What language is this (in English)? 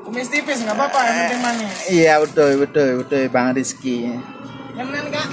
Achinese